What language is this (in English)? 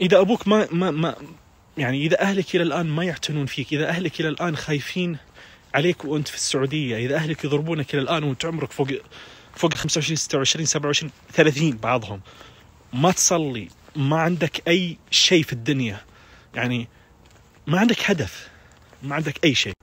Najdi Arabic